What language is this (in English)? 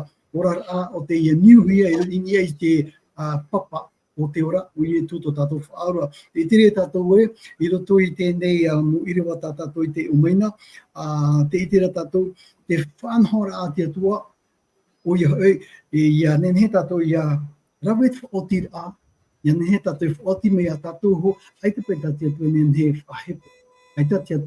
Tahitian